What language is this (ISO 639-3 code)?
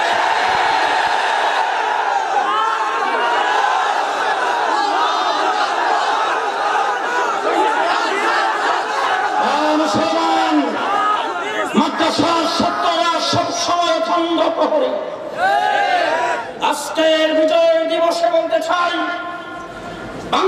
ben